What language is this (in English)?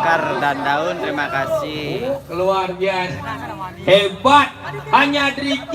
Balinese